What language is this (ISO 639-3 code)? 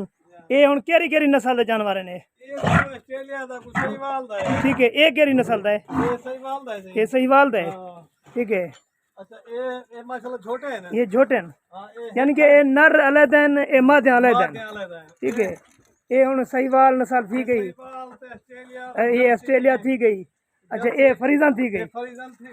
skr